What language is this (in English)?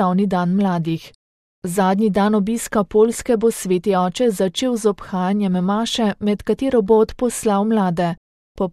Slovenian